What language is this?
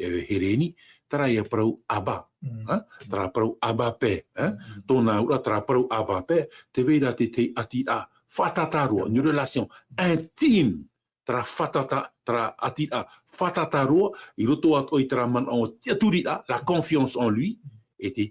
Tahitian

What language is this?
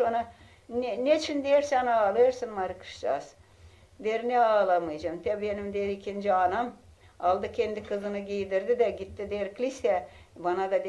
Gagauz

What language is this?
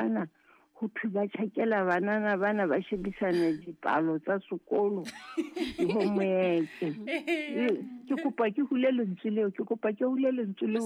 Southern Sotho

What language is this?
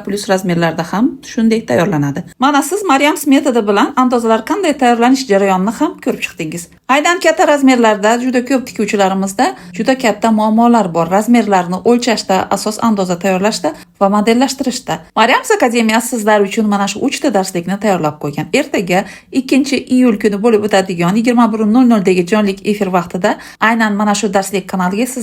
Uzbek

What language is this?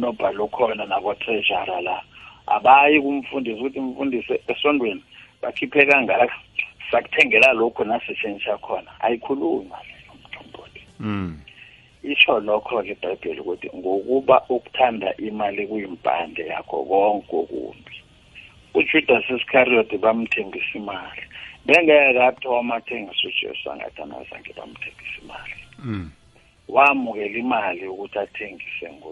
South Ndebele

